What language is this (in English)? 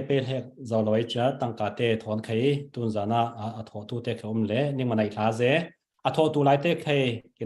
Falam Chin